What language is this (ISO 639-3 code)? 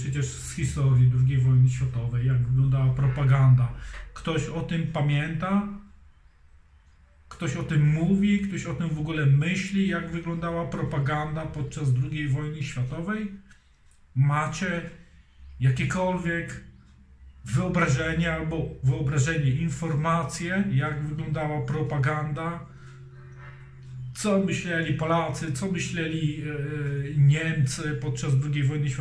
pol